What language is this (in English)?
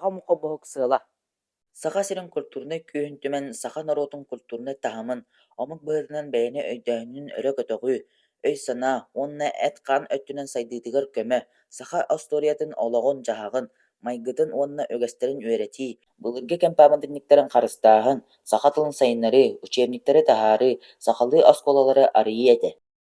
Yakut